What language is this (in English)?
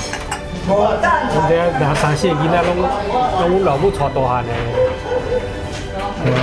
Min Nan Chinese